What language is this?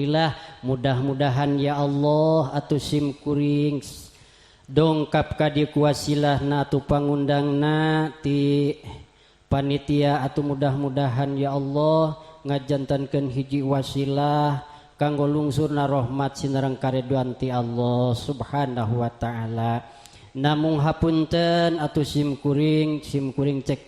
Sundanese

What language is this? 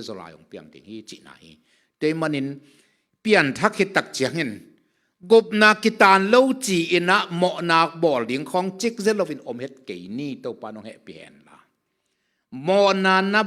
Tedim Chin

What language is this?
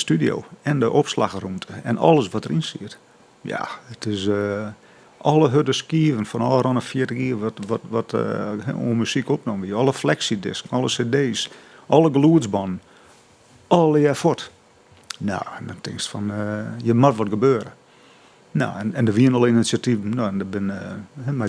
Western Frisian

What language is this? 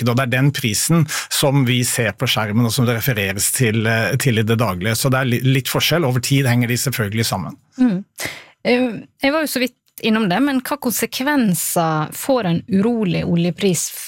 Norwegian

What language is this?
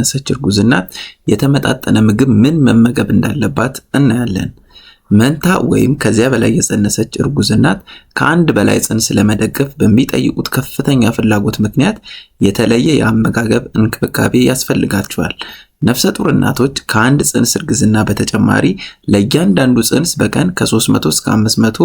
Amharic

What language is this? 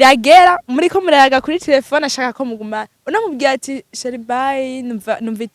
Rundi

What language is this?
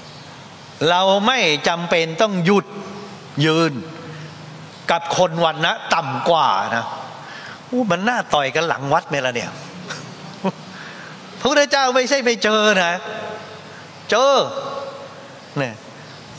Thai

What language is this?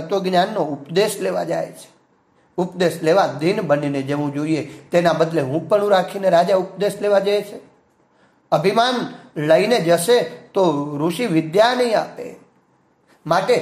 Gujarati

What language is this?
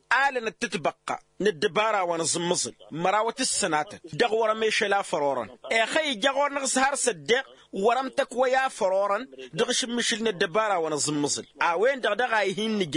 Tamasheq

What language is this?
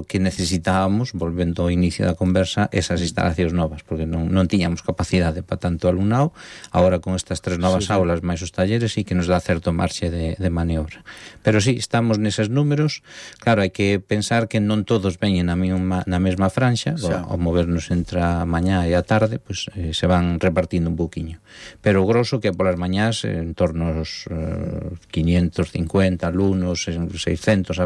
Galician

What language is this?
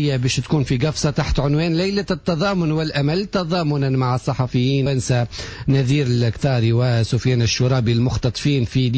Tunisian Arabic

